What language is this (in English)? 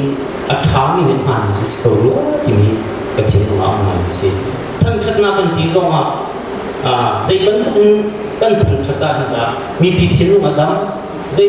Hakha Chin